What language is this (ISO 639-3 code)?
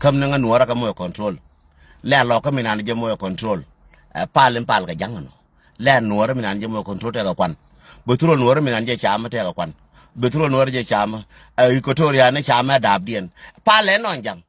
nus